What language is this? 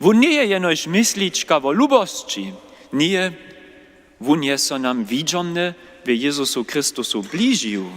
Upper Sorbian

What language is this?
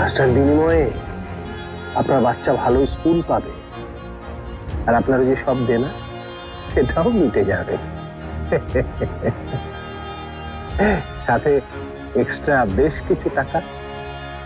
Bangla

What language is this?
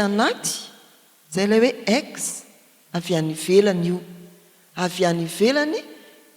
Malagasy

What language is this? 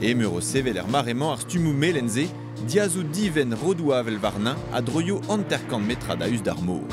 Breton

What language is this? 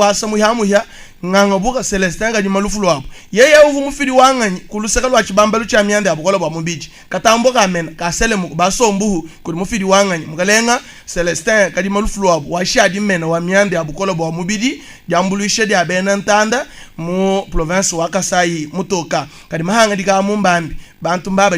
Luba-Lulua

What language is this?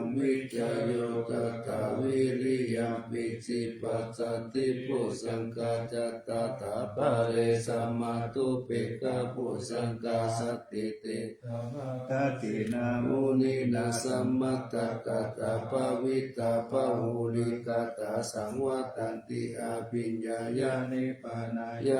Pali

